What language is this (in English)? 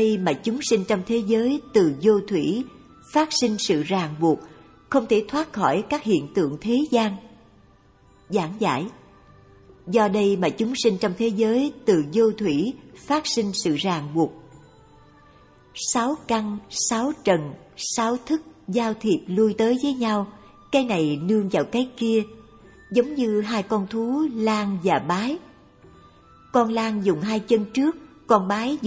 Vietnamese